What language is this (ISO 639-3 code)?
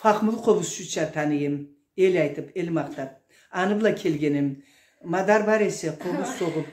krc